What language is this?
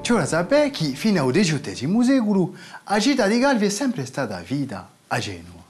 Corsican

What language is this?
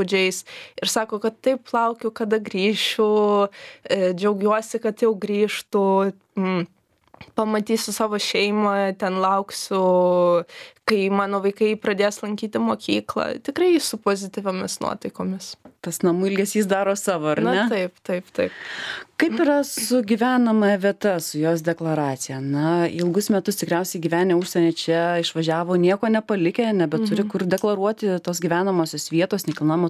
Lithuanian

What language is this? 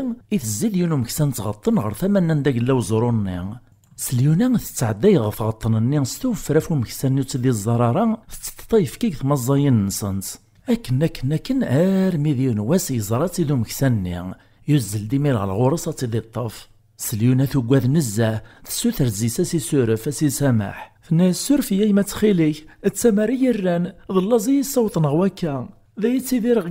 Kabyle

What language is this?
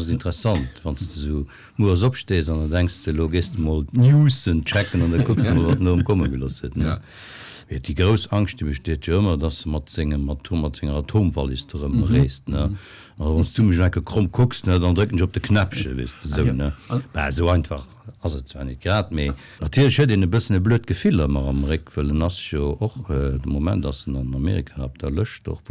Luxembourgish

